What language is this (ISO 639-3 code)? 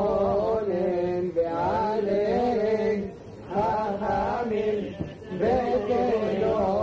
heb